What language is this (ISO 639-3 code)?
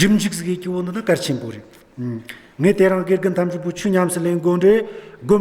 adx